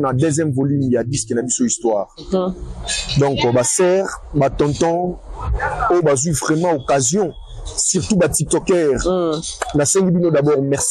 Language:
Lingala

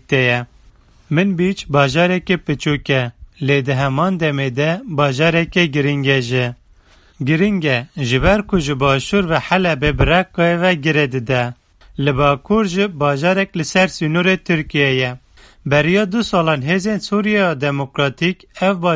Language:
Kurdish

